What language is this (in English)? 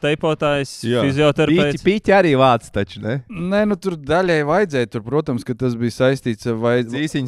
Latvian